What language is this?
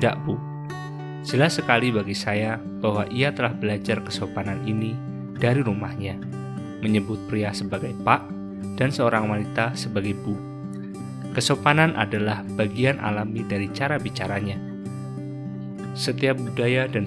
Indonesian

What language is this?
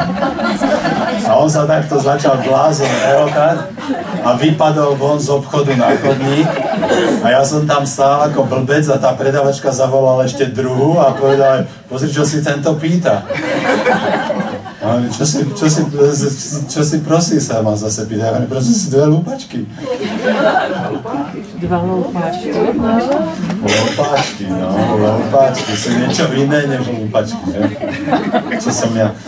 Slovak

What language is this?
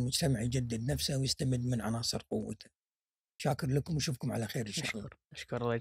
Gulf Arabic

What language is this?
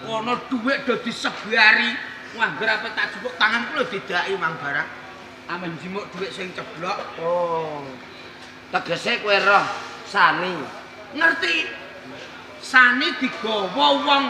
Javanese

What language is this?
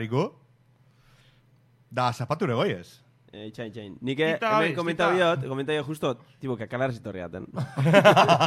Basque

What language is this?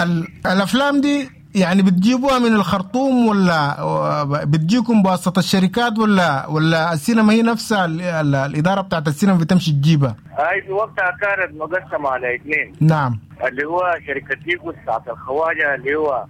Sudanese Arabic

